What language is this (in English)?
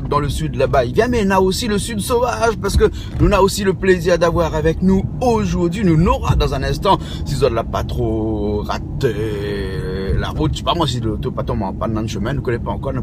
Réunion Creole French